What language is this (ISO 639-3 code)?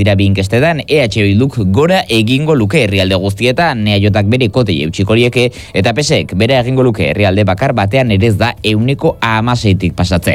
eus